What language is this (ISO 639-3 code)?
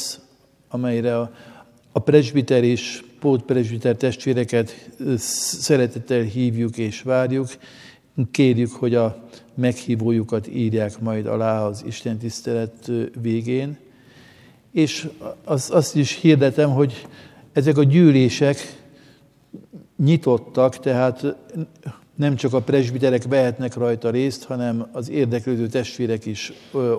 hun